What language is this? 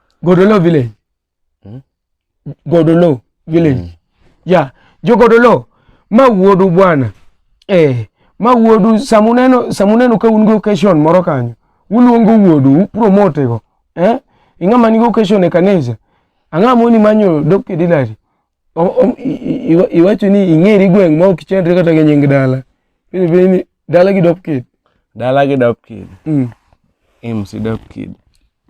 Luo (Kenya and Tanzania)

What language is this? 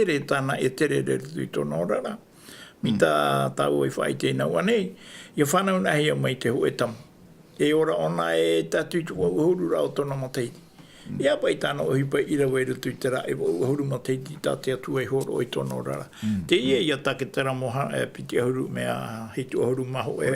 Tahitian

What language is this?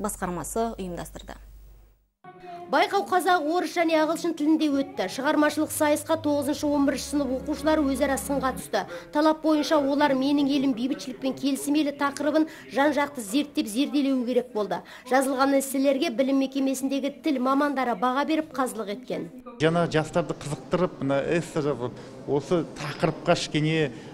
Kazakh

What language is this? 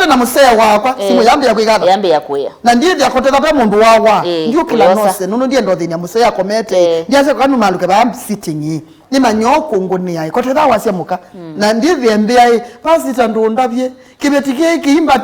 Kamba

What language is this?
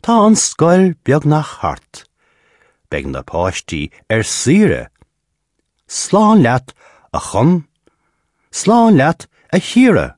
Irish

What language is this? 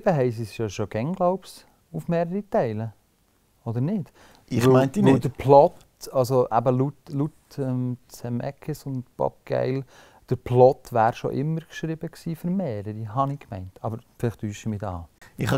Swiss German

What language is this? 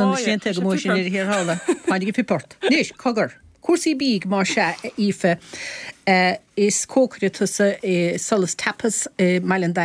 Irish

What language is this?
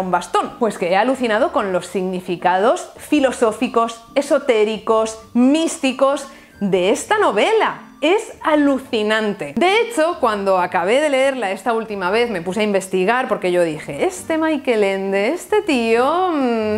Spanish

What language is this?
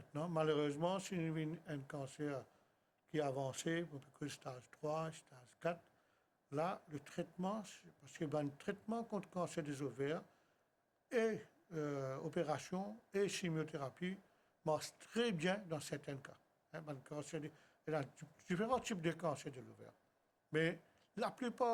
Morisyen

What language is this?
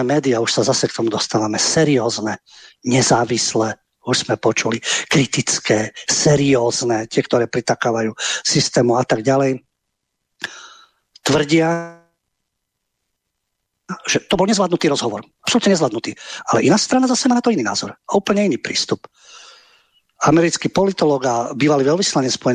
Slovak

